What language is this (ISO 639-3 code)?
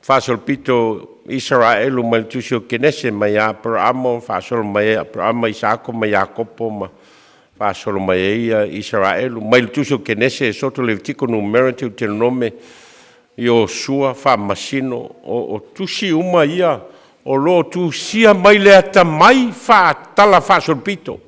smo